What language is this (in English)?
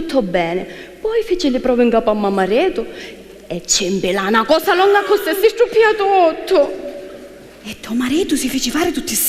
Sicilian